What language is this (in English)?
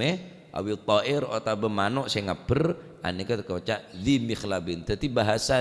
Madurese